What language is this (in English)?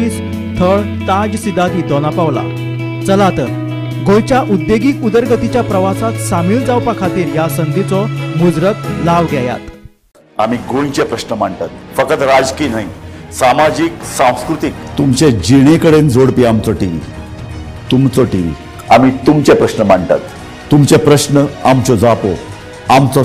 Konkani